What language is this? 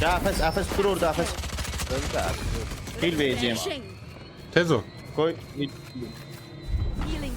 South Azerbaijani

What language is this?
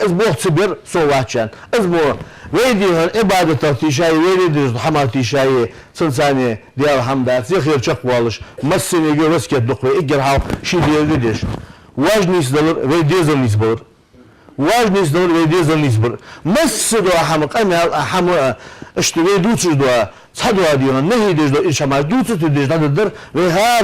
Ingush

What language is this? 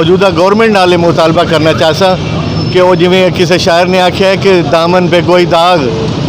Saraiki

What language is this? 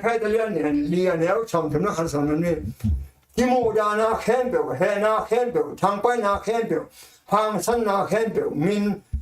Tedim Chin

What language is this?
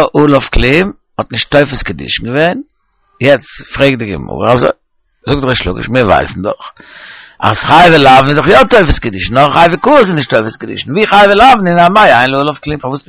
Yiddish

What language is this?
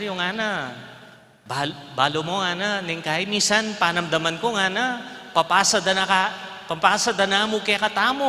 Pampanga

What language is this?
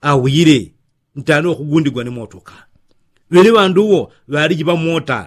Yao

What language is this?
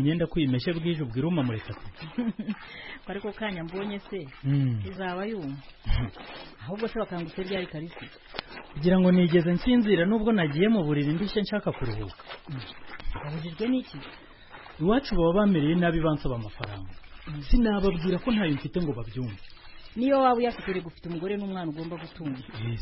Kinyarwanda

